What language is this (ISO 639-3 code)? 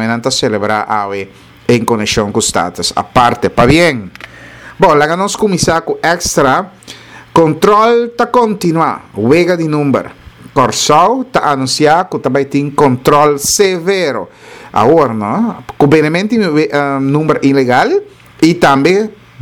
pap